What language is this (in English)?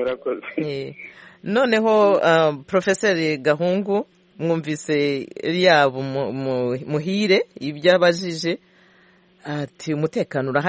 Kinyarwanda